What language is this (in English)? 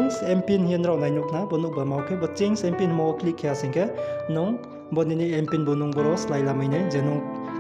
Riang (India)